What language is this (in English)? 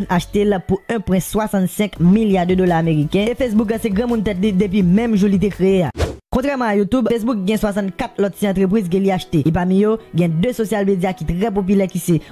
Haitian Creole